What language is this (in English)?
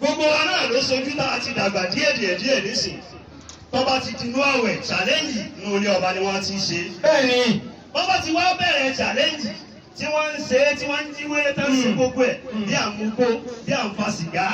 Yoruba